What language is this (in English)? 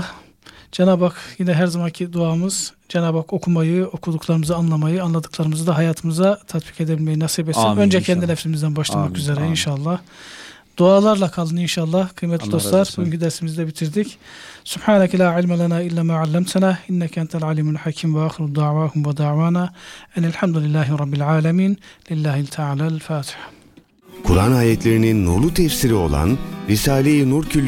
Turkish